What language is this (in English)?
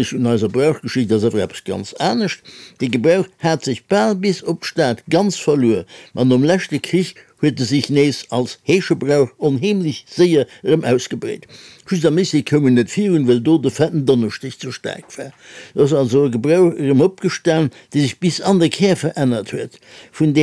Luxembourgish